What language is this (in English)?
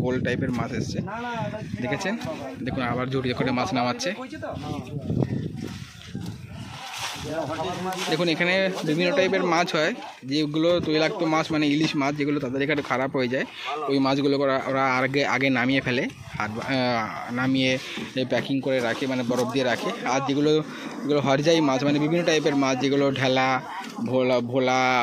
Bangla